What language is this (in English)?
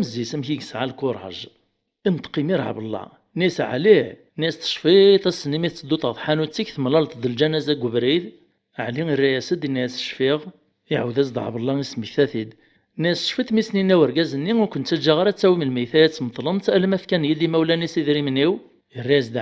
Kabyle